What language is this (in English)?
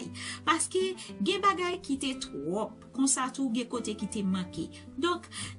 Haitian Creole